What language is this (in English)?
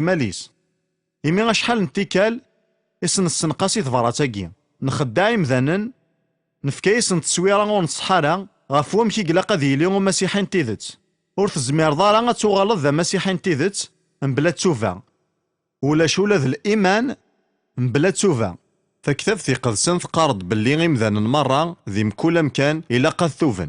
Kabyle